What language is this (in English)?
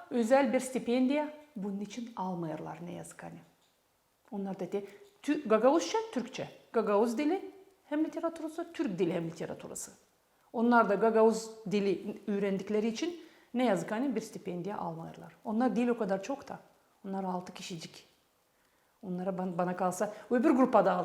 Gagauz